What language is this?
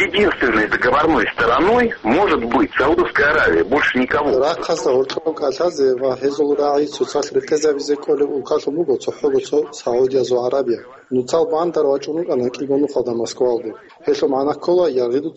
Avaric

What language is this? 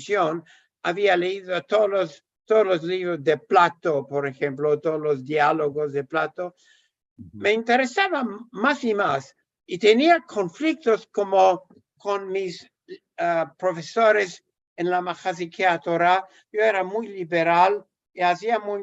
Ladino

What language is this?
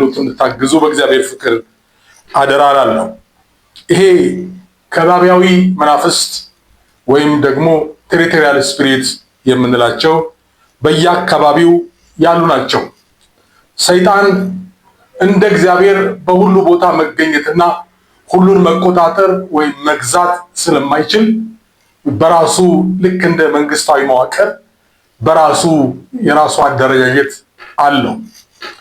Amharic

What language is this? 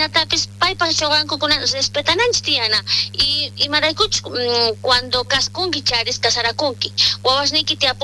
South Bolivian Quechua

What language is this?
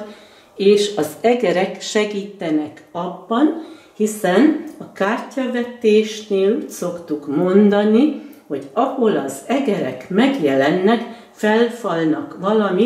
Hungarian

